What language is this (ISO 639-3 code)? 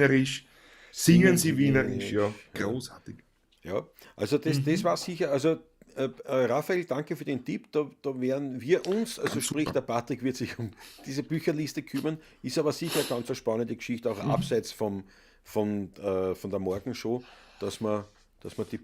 bar